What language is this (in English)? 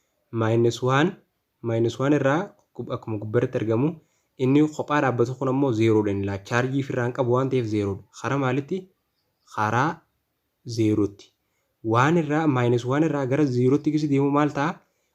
Oromo